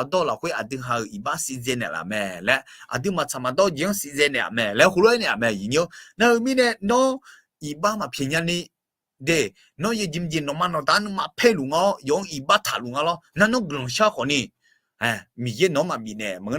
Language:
Akha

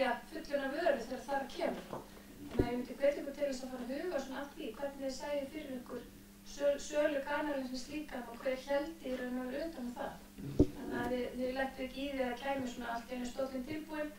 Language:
Icelandic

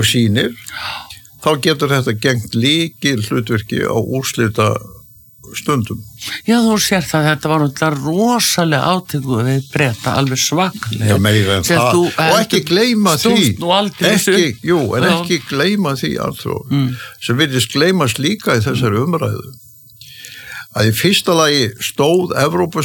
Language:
Icelandic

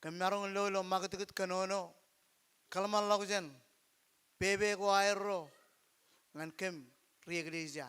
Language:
Marshallese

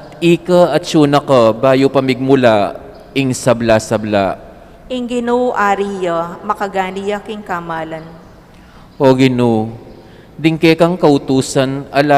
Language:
Pampanga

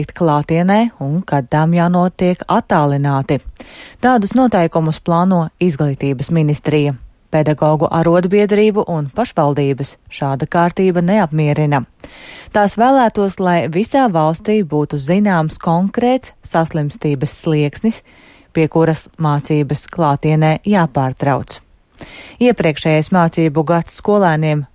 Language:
Latvian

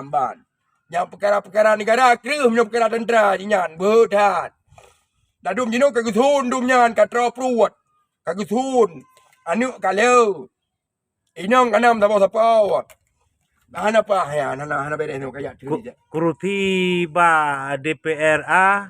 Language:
Achinese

